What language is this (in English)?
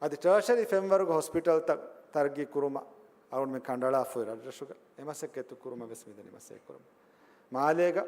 Divehi